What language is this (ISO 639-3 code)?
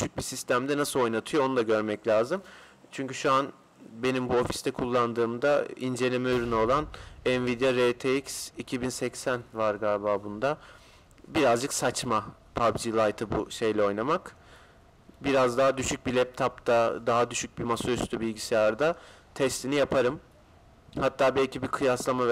tur